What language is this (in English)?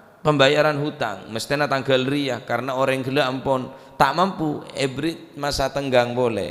Madurese